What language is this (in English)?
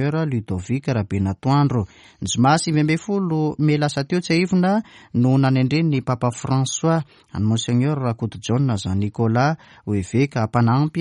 Malagasy